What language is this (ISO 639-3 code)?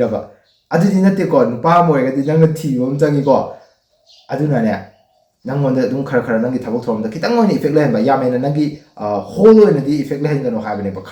mni